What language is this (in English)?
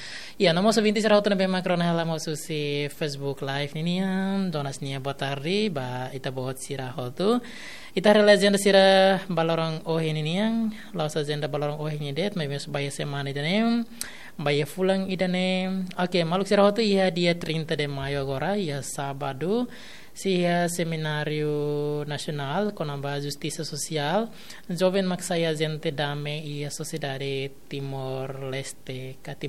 Tetum